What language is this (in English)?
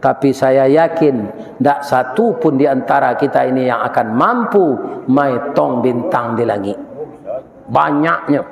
Minangkabau